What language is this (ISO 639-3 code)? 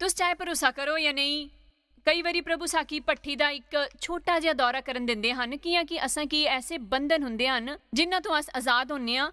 doi